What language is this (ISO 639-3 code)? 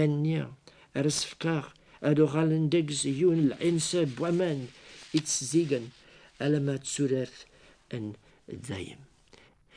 kab